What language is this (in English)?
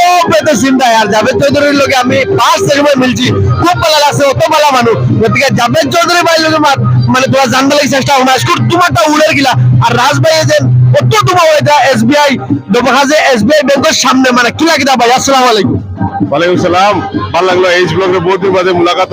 Sylheti